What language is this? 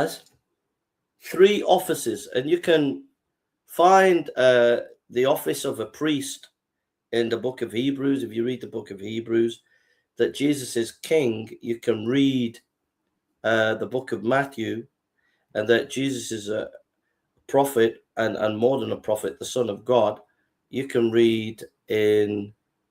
English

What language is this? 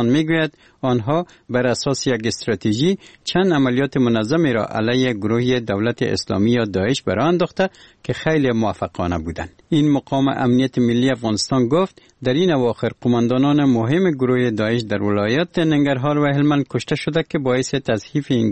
Persian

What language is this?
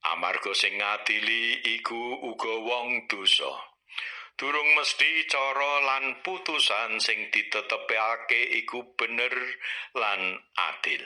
Javanese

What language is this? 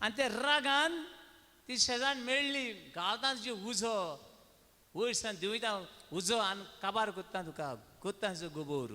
Konkani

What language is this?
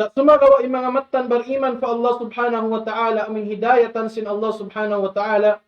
Tausug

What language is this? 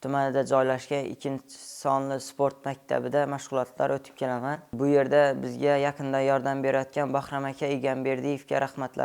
Uzbek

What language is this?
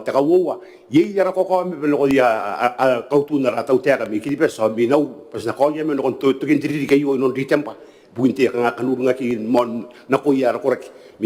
Gilbertese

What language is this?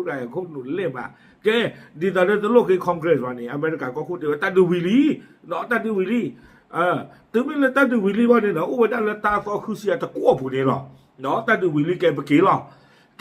S'gaw Karen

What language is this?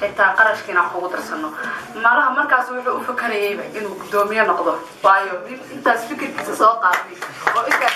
Somali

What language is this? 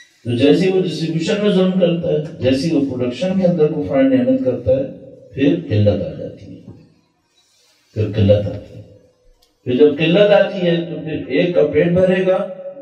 Urdu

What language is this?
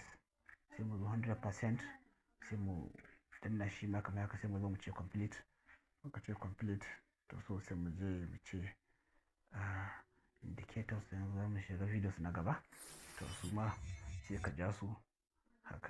Hausa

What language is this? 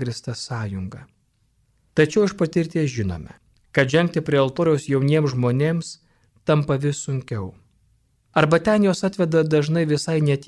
Lithuanian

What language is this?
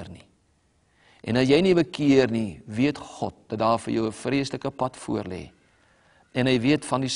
Afrikaans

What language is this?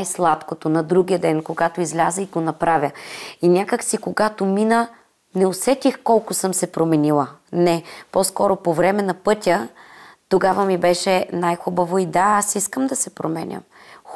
Bulgarian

